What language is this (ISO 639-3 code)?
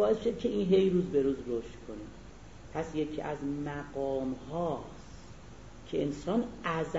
fas